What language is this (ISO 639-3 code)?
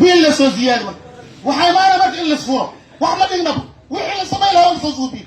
som